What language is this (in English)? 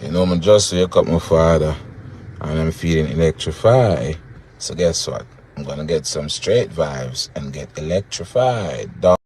Jamaican Creole English